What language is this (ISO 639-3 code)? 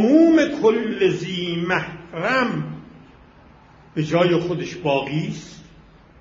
fas